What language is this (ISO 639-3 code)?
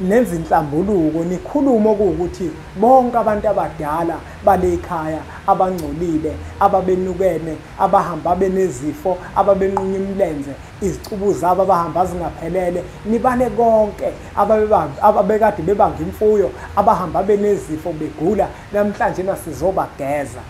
zul